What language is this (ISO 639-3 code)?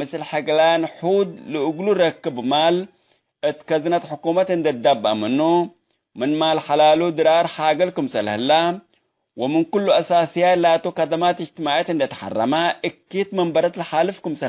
tig